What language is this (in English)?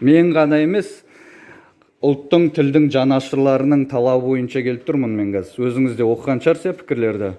Kazakh